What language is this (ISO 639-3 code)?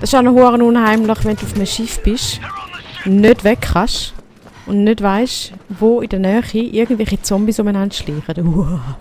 gsw